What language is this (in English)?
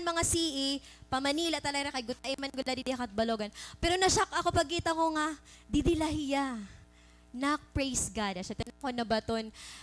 Waray